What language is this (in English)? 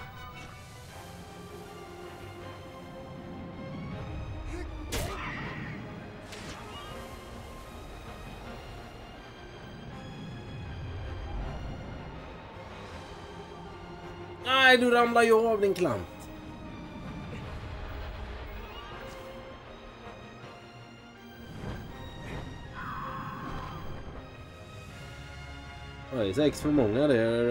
Swedish